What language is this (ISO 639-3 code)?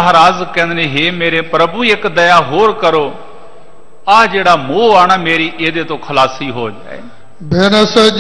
pan